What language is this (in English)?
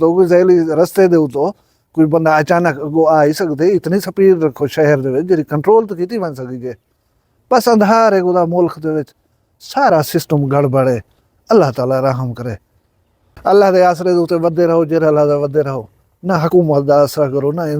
Saraiki